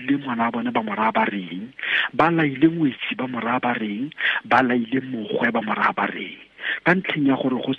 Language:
Tswana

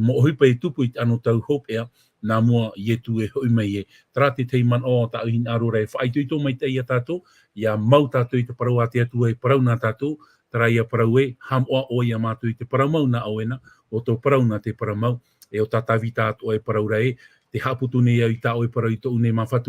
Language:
Tahitian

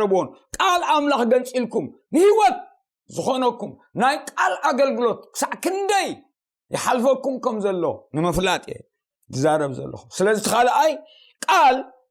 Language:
Tigrinya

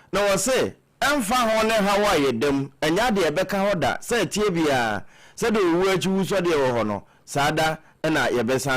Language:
Akan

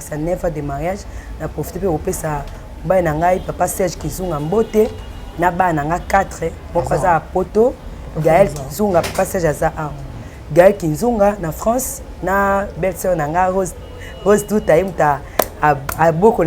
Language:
Lingala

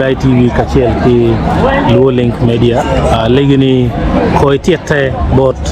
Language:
Acoli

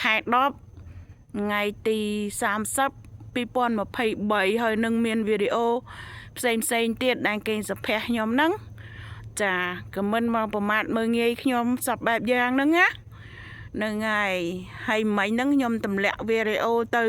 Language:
Khmer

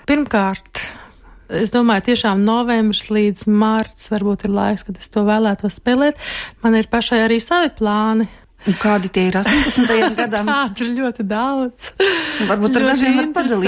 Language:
Latvian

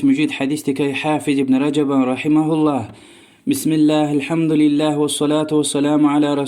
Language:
Lezghian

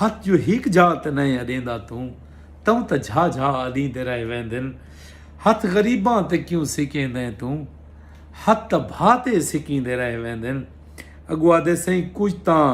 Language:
Saraiki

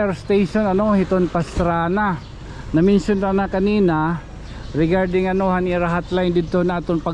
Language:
Waray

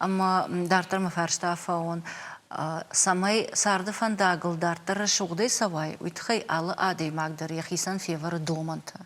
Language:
Ossetic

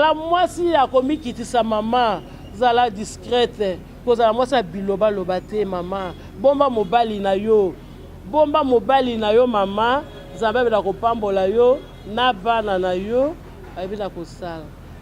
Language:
Lingala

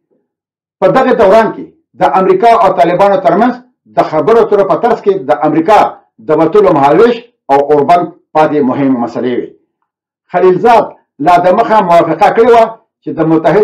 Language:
Pashto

